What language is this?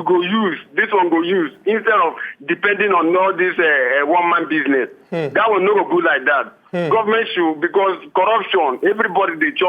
Nigerian Pidgin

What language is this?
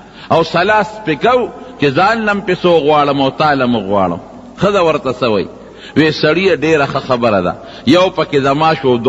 Pashto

